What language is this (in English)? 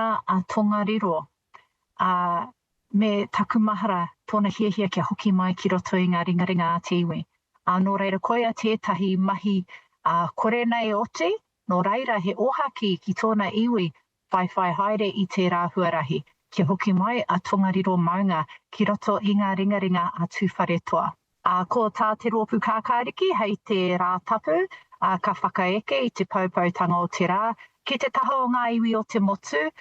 Māori